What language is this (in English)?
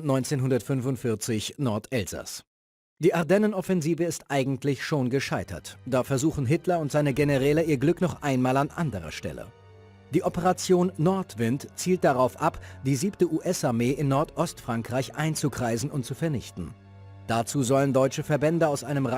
Bavarian